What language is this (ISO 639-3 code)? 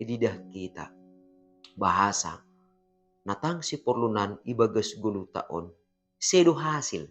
bts